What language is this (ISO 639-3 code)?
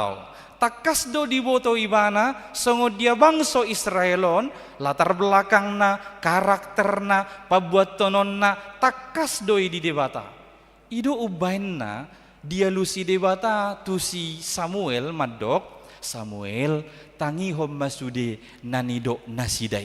bbc